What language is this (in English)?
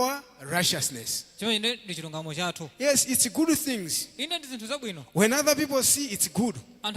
Nyanja